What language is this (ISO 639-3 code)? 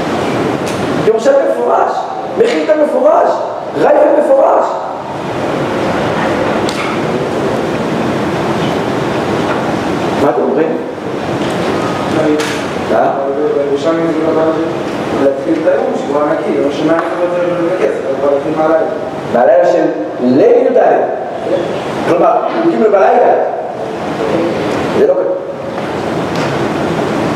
heb